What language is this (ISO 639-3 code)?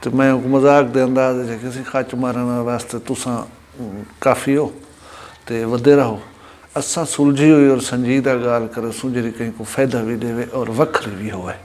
skr